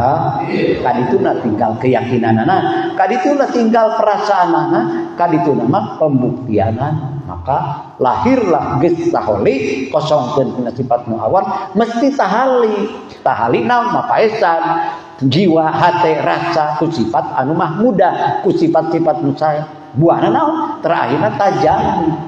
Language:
Sundanese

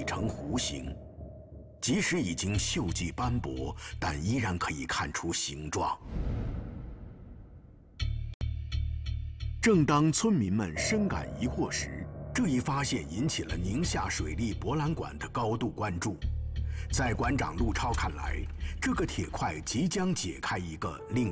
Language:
Chinese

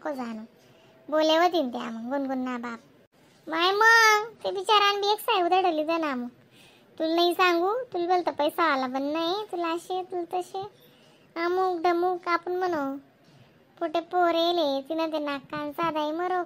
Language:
Khandesi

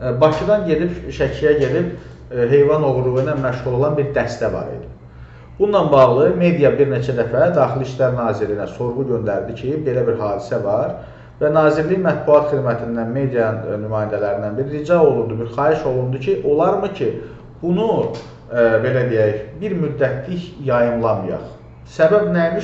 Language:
Azerbaijani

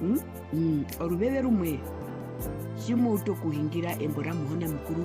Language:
Herero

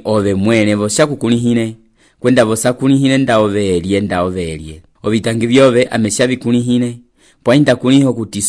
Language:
Umbundu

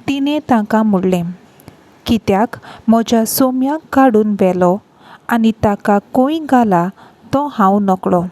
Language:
Konkani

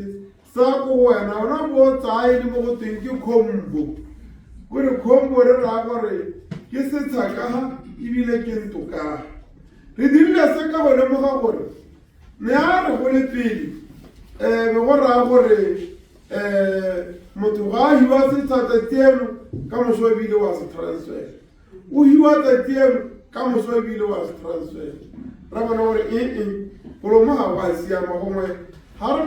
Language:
Tswana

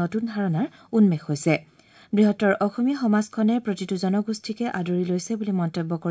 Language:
Assamese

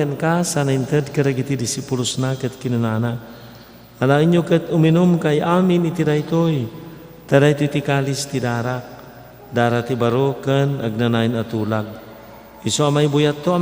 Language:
Iloko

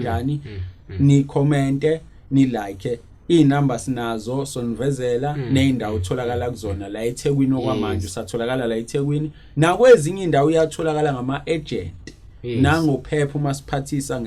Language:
Zulu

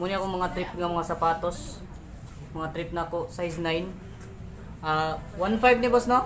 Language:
Cebuano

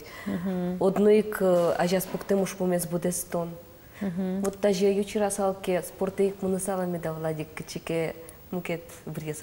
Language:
Udmurt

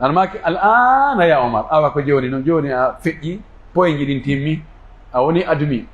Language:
Pular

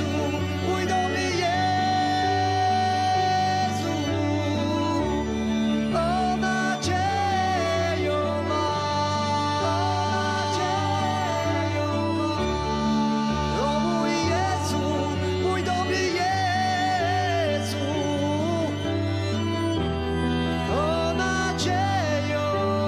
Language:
Polish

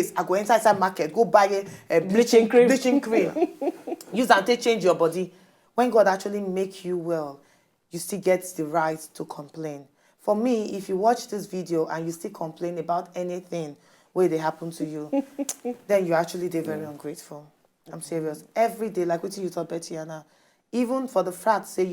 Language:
Nigerian Pidgin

